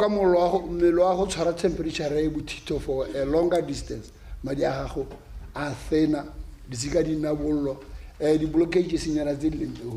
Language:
Tswana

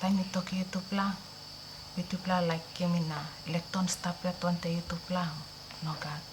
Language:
Tok Pisin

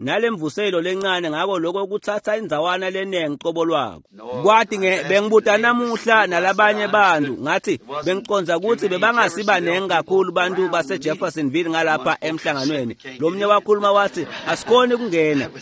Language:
Swati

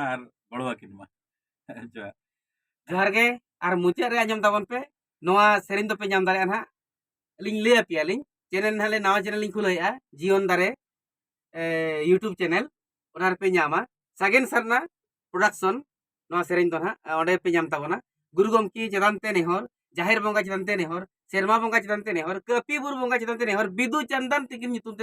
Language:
Santali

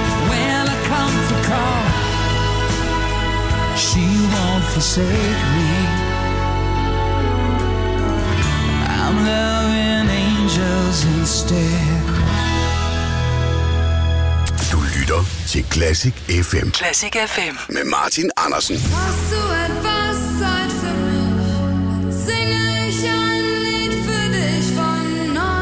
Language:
Danish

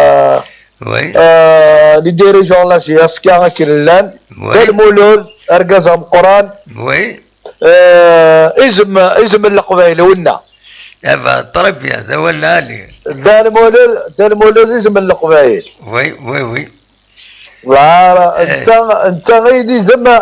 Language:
Kabyle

